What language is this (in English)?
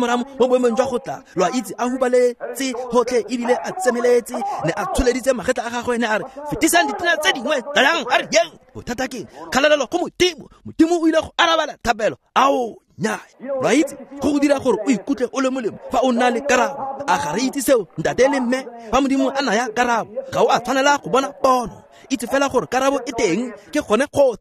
Tswana